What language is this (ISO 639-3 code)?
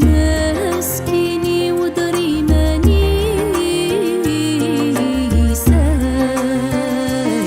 kab